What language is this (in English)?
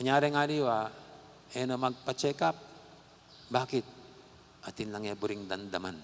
Pampanga